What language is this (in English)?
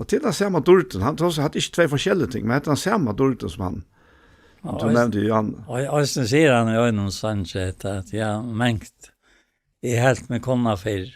Faroese